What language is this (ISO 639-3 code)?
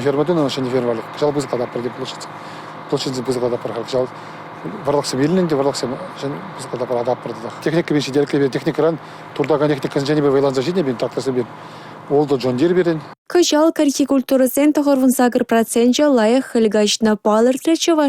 chv